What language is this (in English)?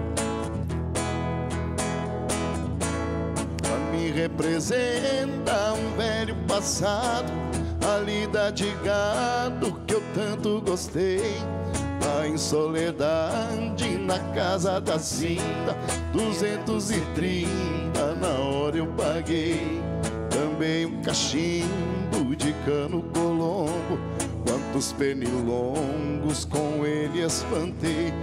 Portuguese